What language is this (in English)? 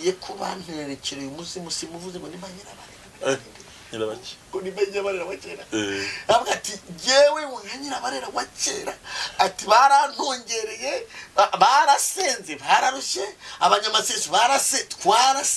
Kinyarwanda